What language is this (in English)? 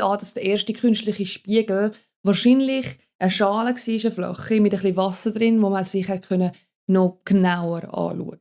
Swiss German